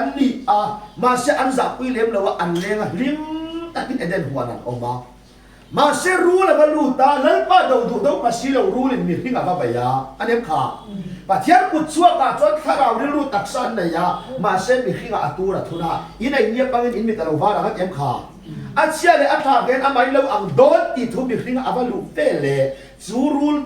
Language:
Mizo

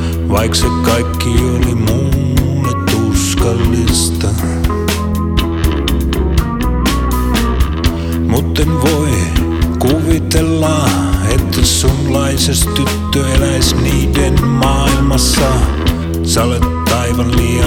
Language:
Finnish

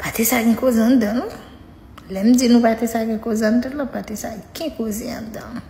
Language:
Haitian Creole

